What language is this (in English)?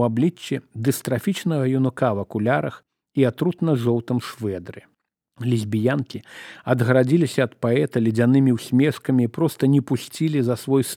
Belarusian